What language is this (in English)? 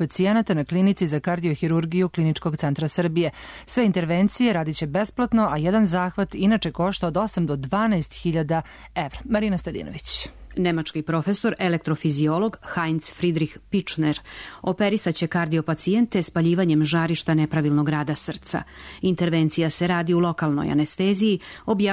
Serbian